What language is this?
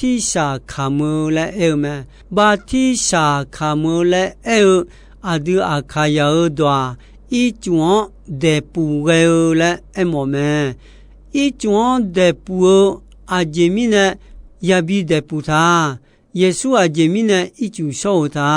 Akha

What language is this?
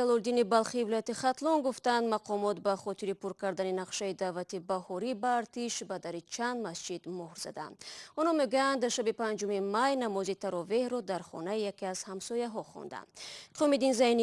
Tajik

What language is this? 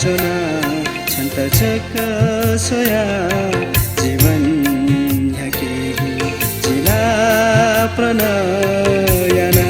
Newari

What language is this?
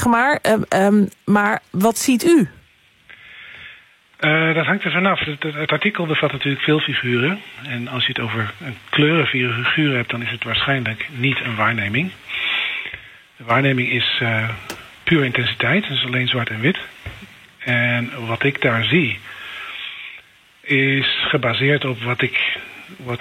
Dutch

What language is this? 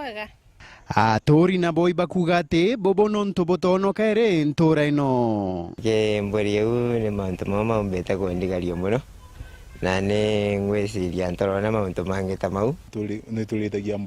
Meru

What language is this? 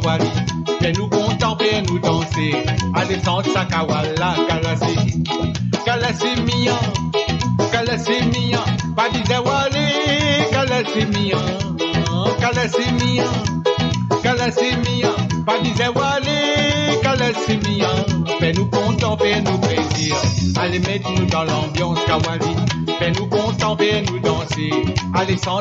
Morisyen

